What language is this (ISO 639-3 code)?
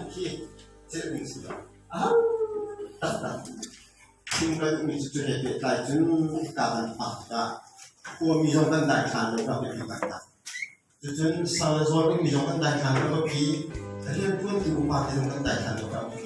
cnh